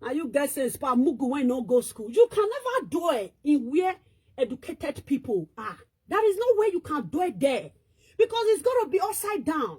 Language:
Nigerian Pidgin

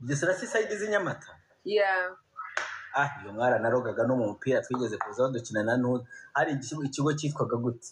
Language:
Kinyarwanda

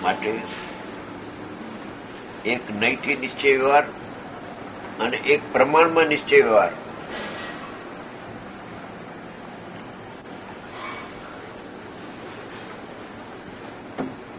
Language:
Gujarati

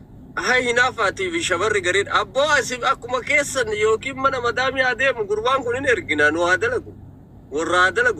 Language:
Oromo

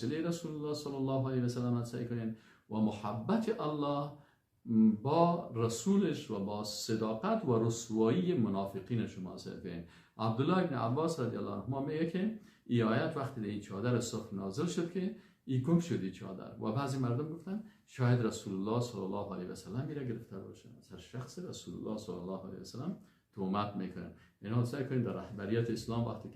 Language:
Persian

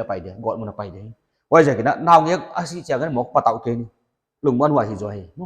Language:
Paite Chin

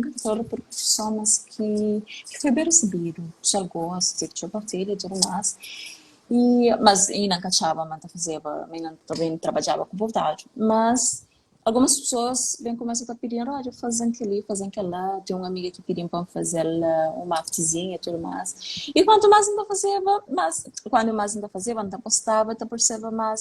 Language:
Kabuverdianu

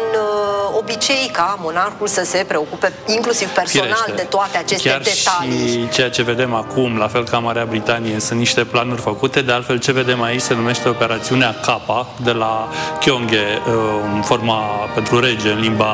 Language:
Romanian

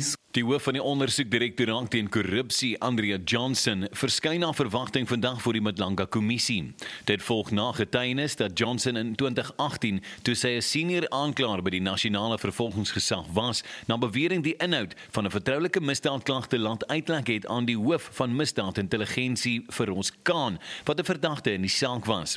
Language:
Afrikaans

